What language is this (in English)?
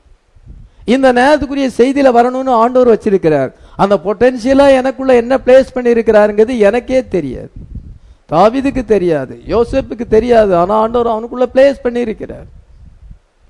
Tamil